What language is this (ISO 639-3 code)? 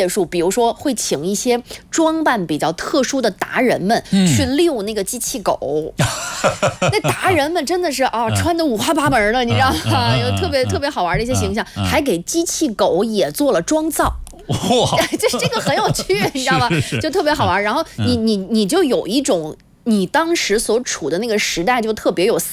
zho